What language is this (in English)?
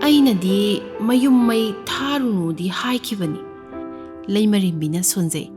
Manipuri